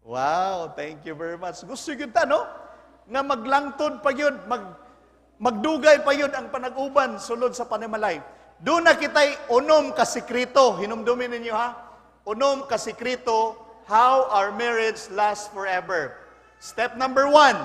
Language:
Cebuano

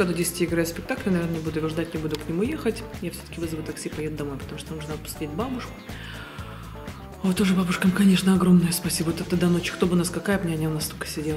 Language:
Russian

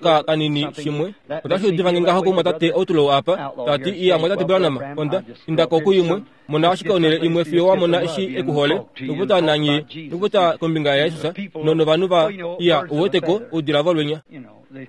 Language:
Kuanyama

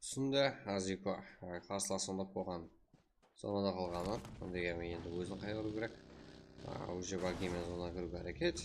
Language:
Kara-Kalpak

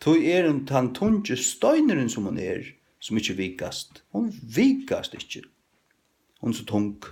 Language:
Faroese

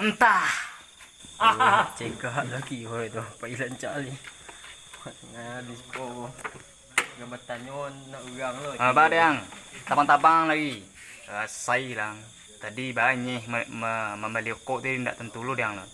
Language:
Minangkabau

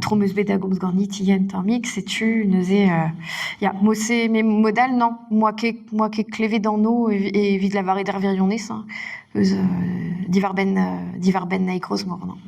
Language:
Breton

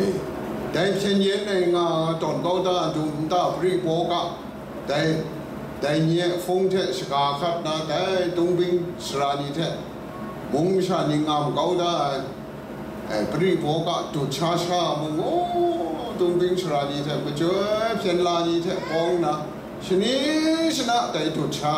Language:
Kachin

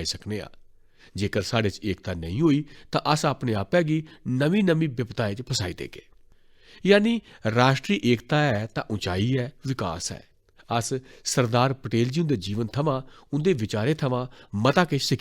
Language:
Dogri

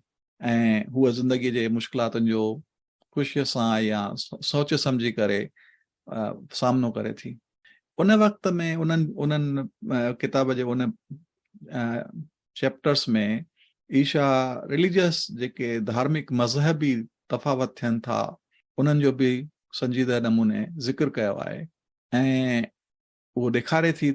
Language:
Sindhi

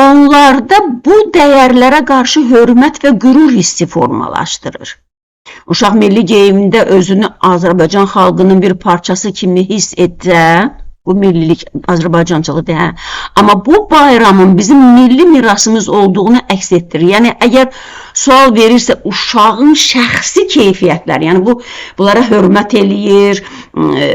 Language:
Azerbaijani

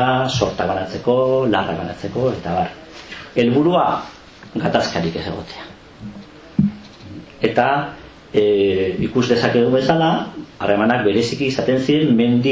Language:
Basque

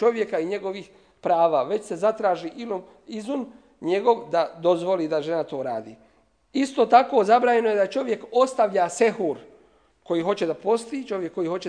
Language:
Bosnian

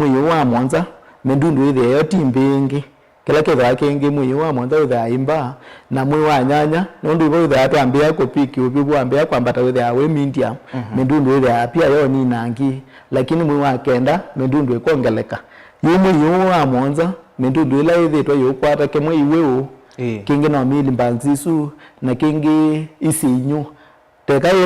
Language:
Kamba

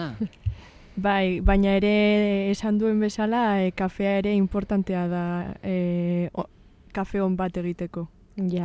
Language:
Basque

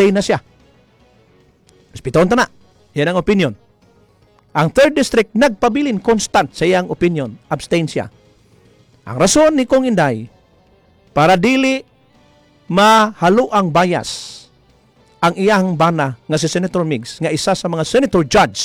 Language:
Cebuano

